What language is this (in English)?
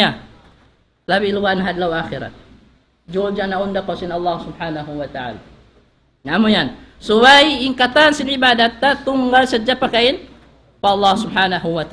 Tausug